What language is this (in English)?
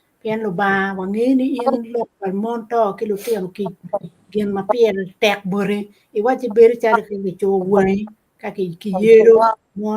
Acoli